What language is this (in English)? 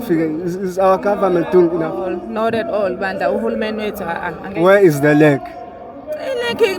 Zulu